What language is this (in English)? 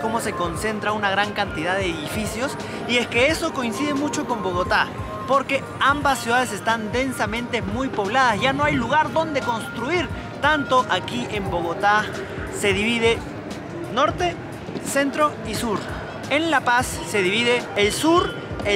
Spanish